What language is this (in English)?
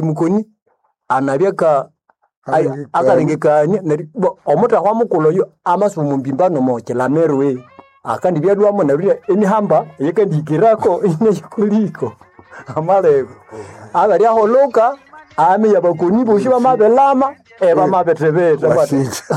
Nande